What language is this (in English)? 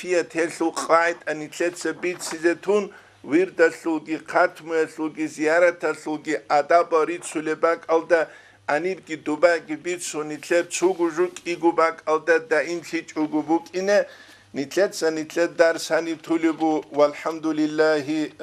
Avaric